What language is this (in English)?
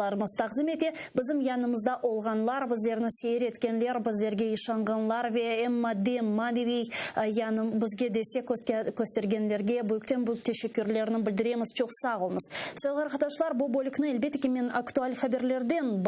Crimean Tatar